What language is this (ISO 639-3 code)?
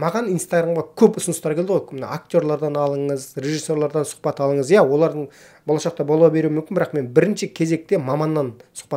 kaz